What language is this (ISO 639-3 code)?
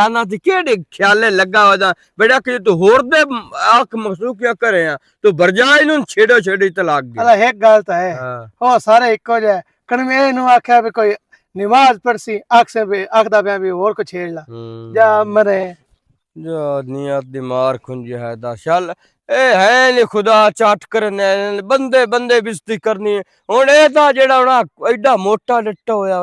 lah